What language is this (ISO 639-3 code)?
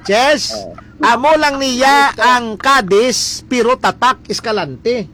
hil